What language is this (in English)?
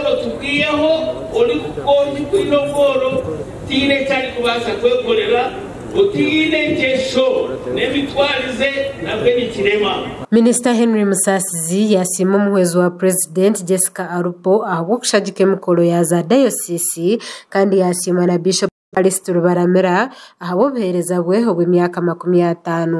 Nyankole